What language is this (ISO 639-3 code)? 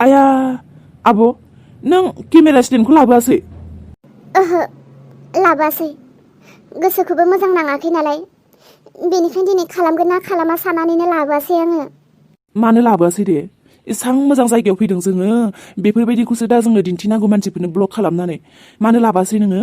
brx